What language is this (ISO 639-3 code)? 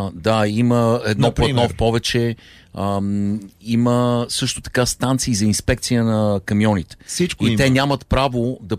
bul